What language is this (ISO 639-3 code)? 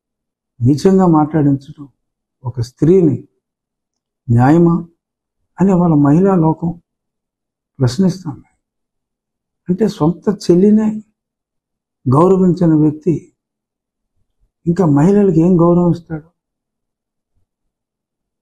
tel